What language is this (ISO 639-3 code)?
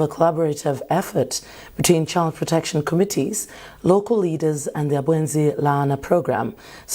eng